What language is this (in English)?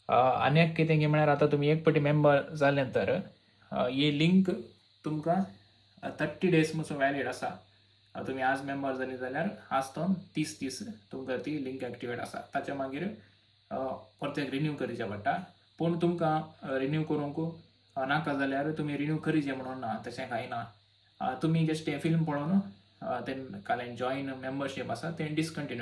Konkani